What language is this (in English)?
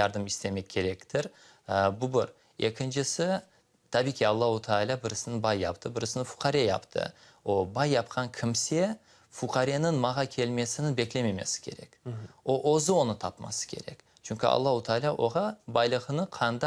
Crimean Tatar